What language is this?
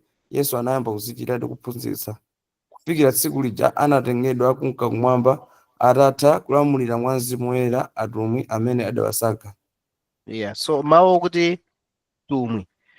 Nyanja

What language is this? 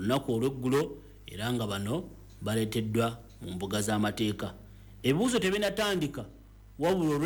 Ganda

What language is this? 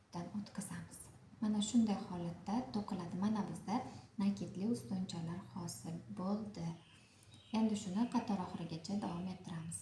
Uzbek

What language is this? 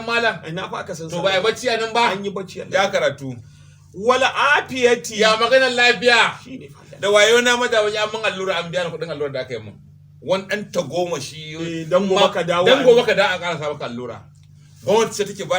Hausa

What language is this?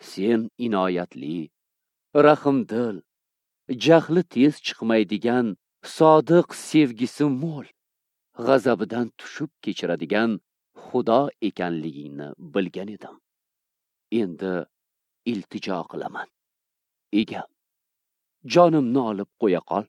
Uzbek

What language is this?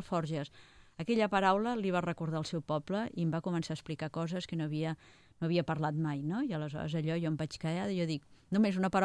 Catalan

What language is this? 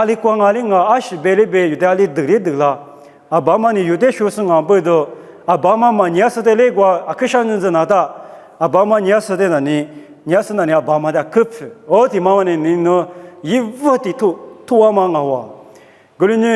Lisu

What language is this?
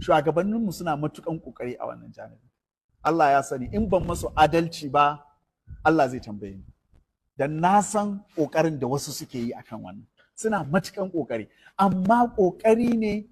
Hausa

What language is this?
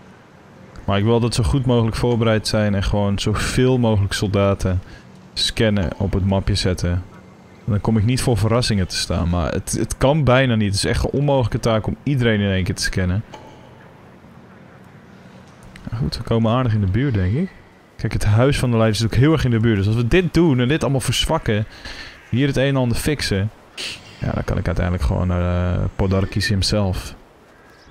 Dutch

